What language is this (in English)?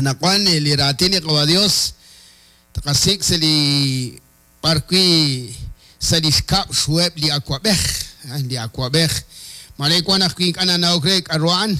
Kekchí